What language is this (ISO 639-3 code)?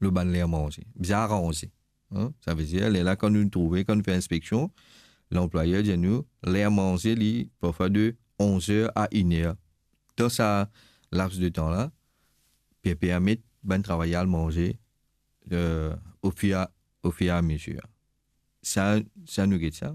mfe